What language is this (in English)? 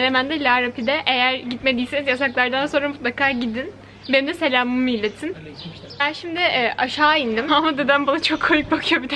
Turkish